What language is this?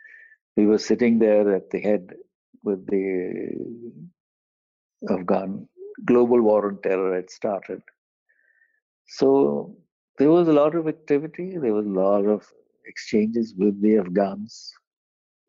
English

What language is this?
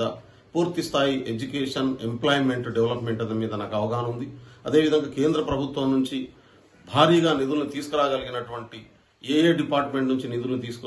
Telugu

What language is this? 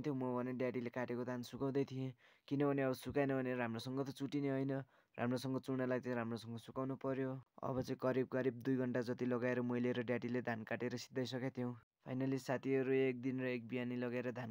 Nepali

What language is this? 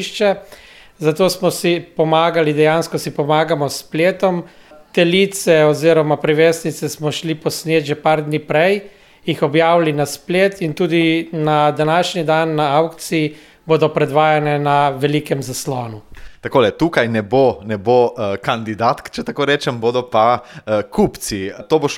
Slovenian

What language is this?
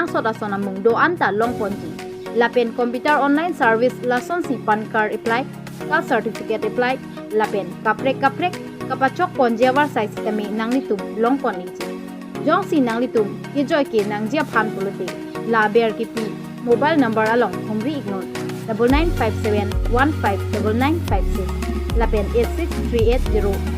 Karbi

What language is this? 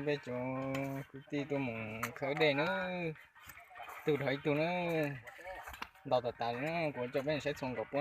Hmong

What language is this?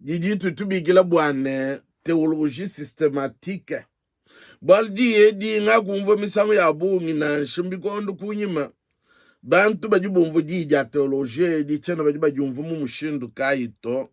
Luba-Lulua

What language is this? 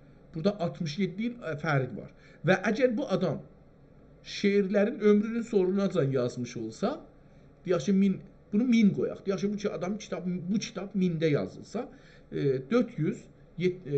South Azerbaijani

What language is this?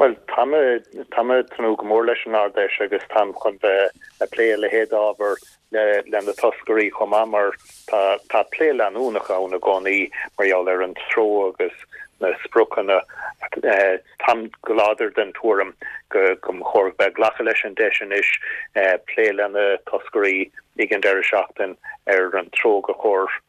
Irish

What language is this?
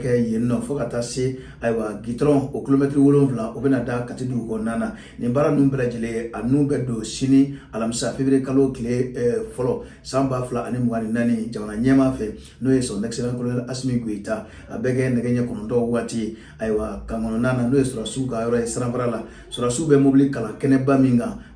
Bambara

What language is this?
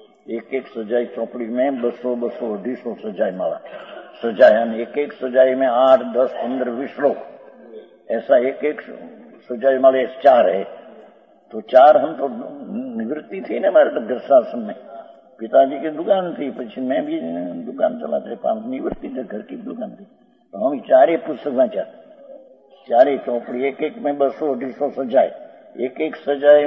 Hindi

